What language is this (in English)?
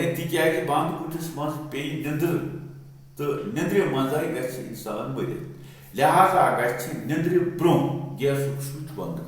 Kashmiri